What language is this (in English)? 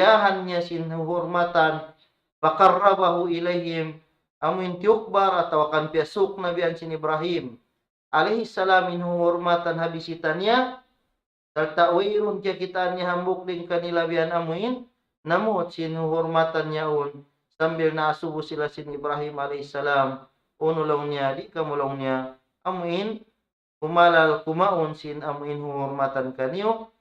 Tausug